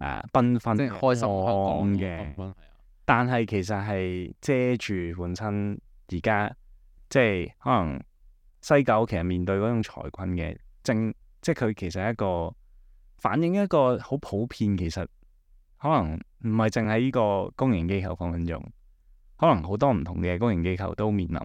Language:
Cantonese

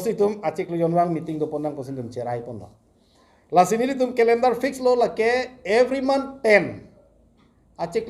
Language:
Karbi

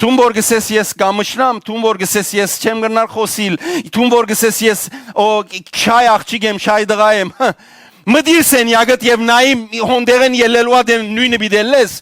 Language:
Western Armenian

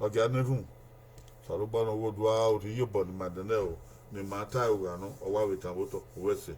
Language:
Bini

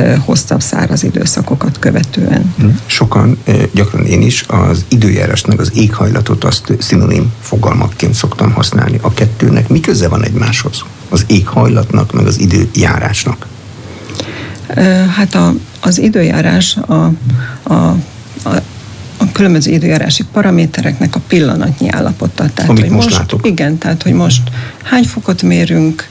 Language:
Hungarian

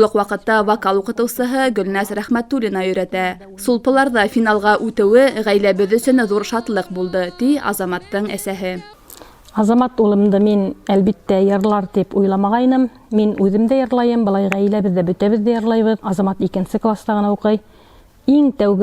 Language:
Bashkir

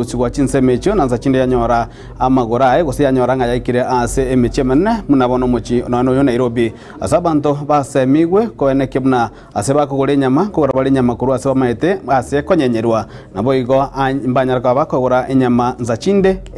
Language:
Gusii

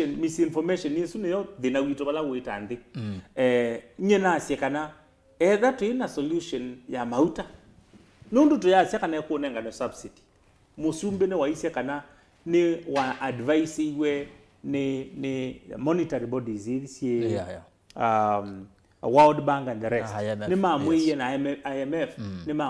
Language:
Kamba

